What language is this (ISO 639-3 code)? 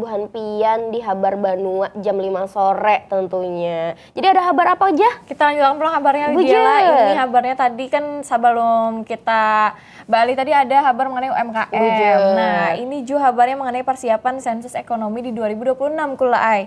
bjn